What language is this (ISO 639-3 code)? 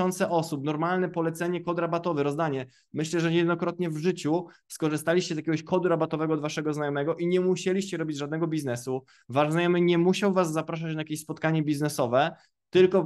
pol